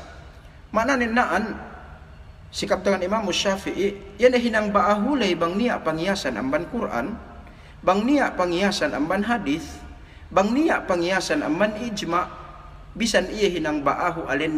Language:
Yakan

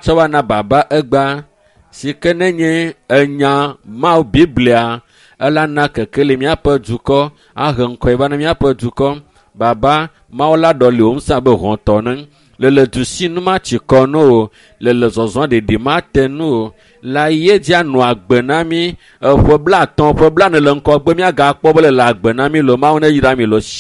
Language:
Ewe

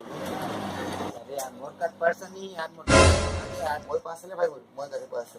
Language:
Chhattisgarhi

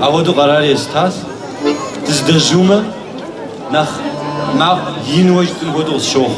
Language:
Kabardian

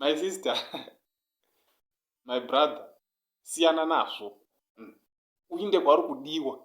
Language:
Shona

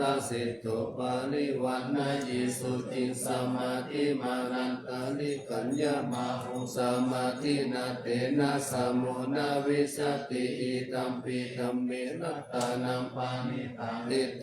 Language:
Pali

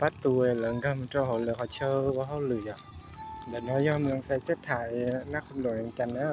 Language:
Hmong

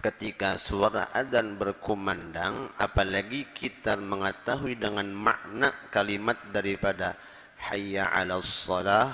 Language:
Banjar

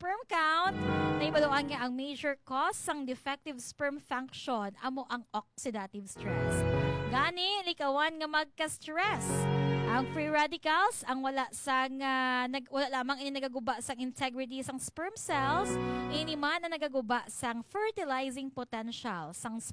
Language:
Hiligaynon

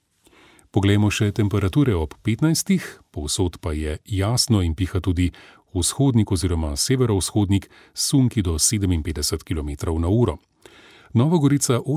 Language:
Slovenian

